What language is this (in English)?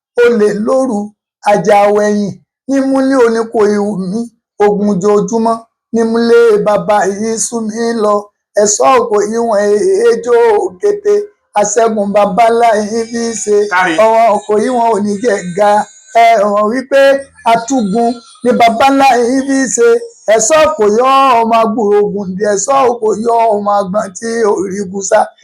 Yoruba